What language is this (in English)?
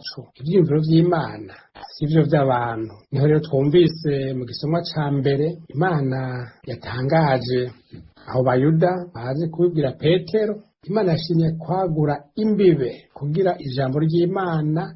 Rundi